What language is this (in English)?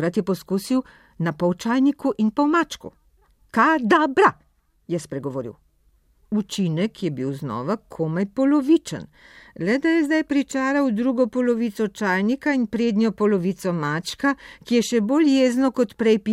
Slovenian